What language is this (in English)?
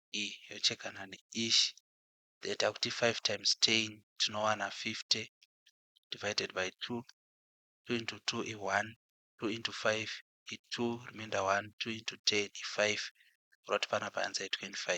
Shona